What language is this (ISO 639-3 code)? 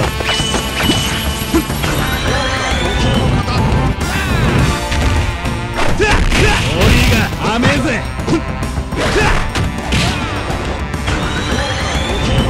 jpn